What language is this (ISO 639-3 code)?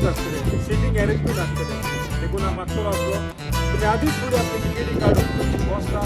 kok